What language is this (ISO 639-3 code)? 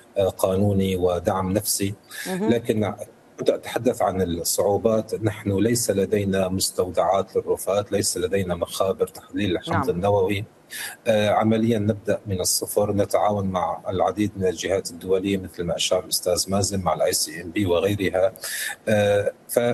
ara